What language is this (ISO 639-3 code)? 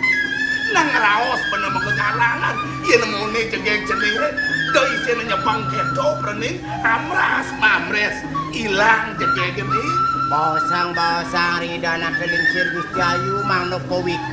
ban